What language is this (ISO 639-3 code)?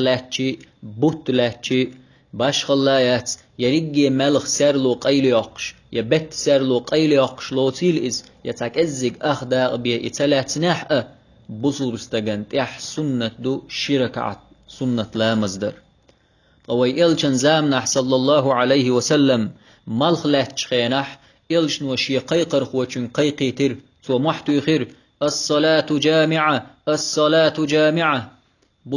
che